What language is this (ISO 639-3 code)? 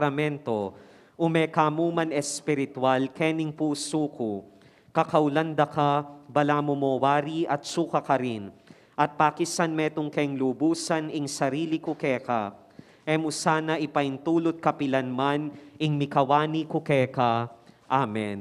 pam